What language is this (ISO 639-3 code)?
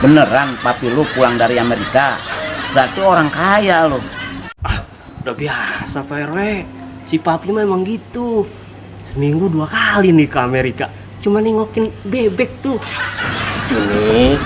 bew